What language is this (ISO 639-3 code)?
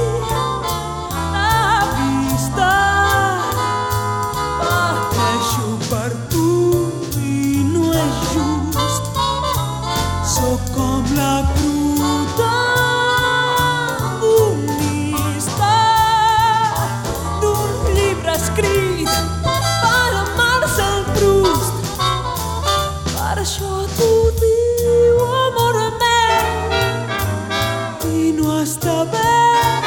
cat